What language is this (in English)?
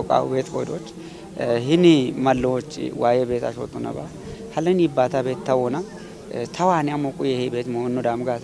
Kafa